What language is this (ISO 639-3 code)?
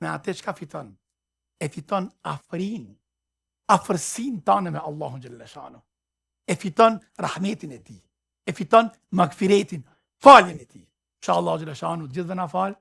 sqi